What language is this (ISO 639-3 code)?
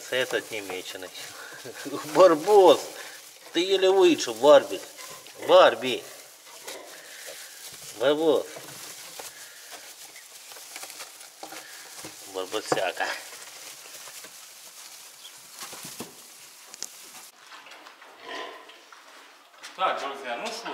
rus